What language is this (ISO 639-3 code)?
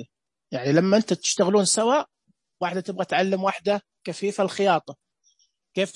ars